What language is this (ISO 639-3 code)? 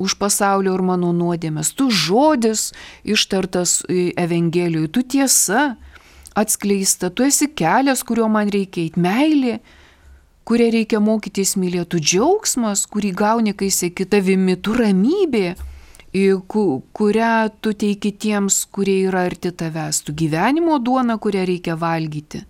lit